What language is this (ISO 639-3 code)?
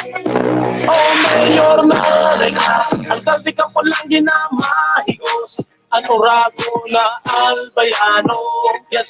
bik